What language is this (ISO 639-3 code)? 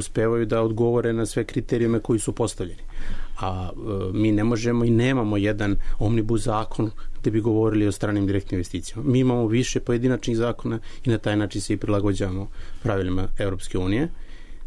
srp